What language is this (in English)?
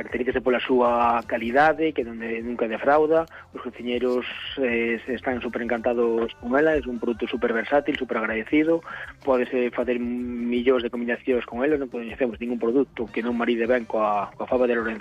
Galician